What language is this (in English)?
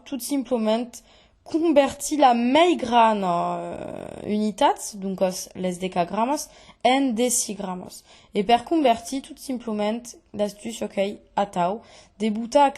Occitan